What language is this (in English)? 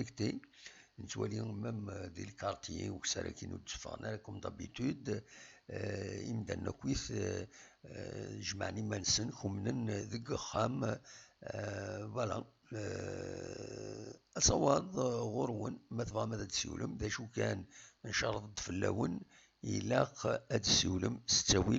Kabyle